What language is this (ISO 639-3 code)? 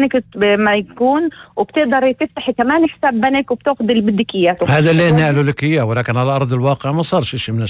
apc